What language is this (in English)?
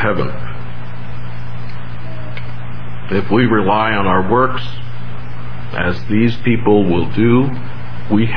English